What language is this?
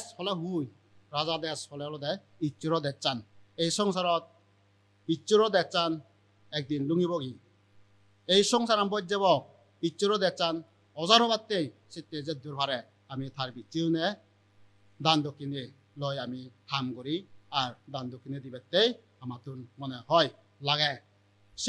Chakma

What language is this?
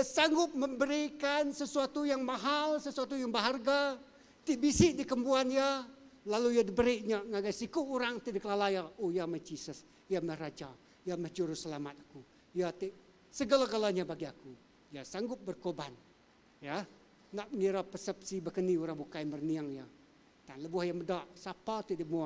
Iban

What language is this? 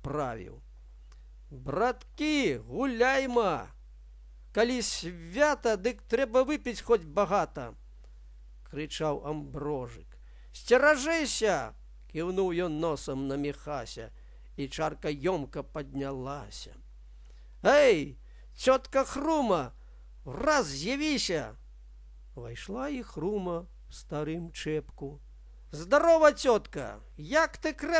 Belarusian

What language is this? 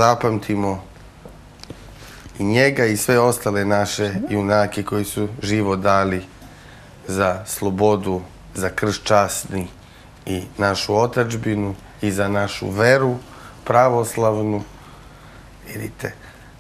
Serbian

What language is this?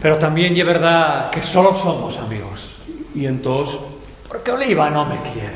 Asturian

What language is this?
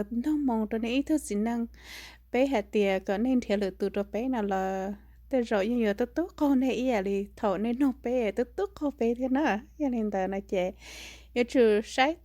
Hmong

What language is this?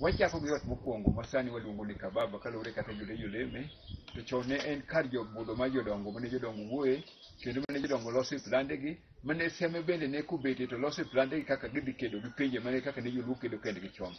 Luo (Kenya and Tanzania)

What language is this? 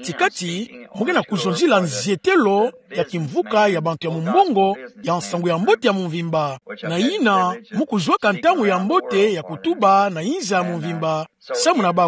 Kituba (Democratic Republic of Congo)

